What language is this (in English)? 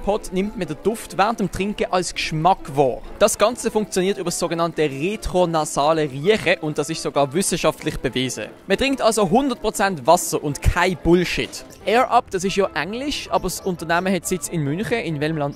Swiss German